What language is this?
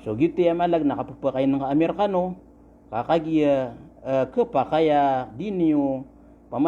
Maranao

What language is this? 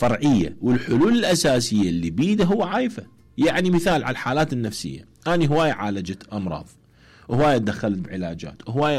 Mesopotamian Arabic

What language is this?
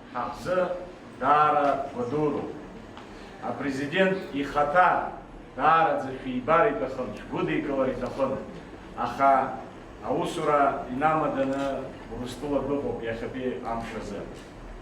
Abkhazian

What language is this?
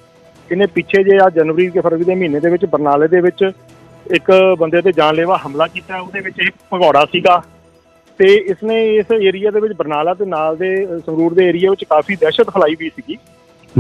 Punjabi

